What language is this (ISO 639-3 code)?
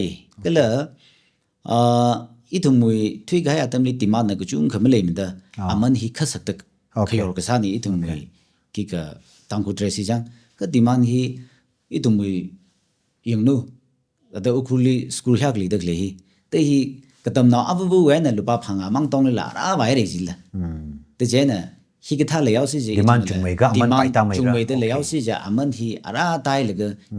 nmf